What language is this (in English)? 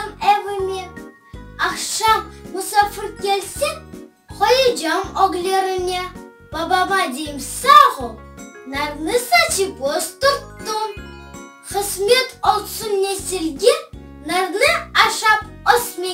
Crimean Tatar